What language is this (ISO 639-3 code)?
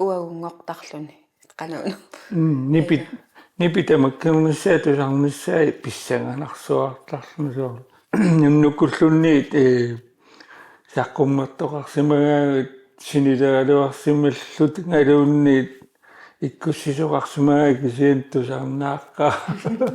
kal